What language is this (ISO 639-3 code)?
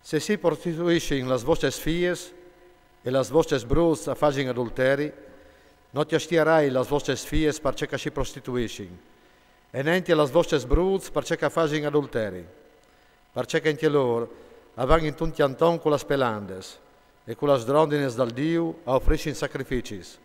fur